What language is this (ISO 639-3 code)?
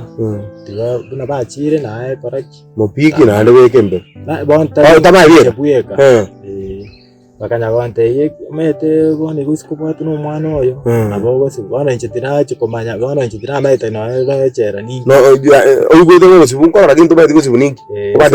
guz